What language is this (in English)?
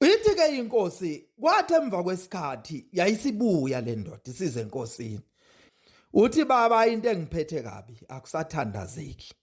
Zulu